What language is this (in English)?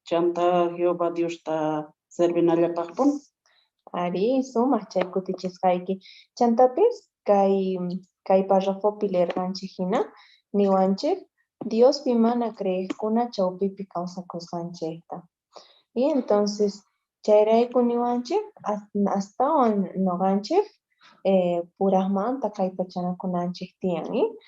Quechua